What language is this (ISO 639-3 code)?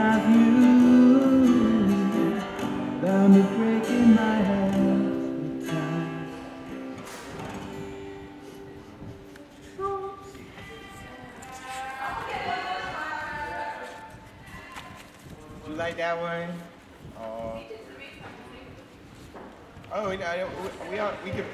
eng